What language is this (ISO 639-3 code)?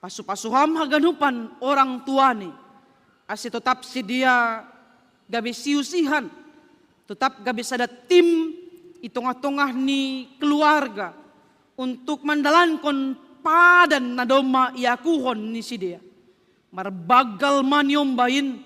bts